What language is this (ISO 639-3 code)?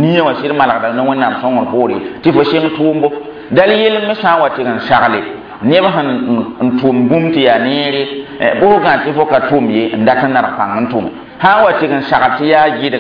mos